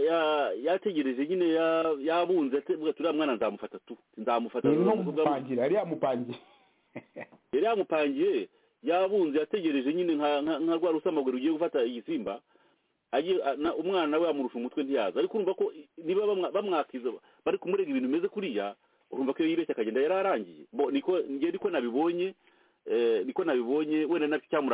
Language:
Kinyarwanda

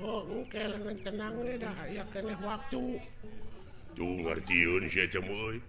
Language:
Sundanese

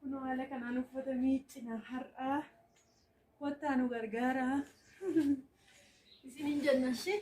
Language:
Oromo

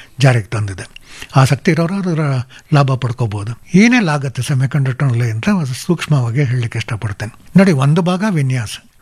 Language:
Kannada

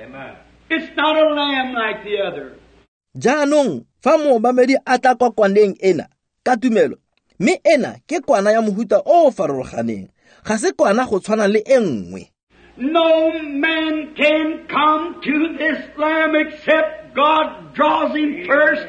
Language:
Tswana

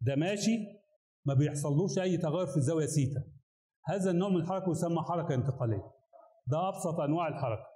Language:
Egyptian Arabic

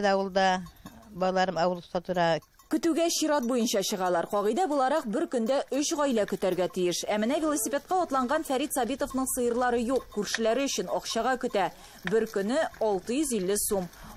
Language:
Tatar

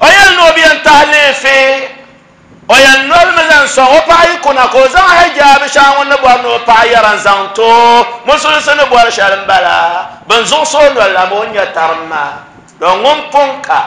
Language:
Dagbani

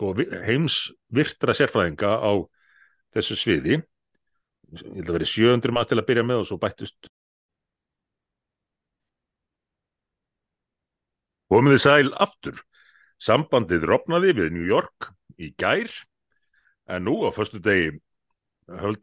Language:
Icelandic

